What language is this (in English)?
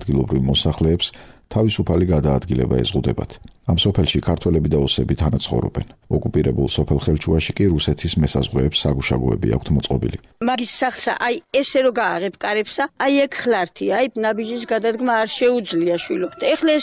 Georgian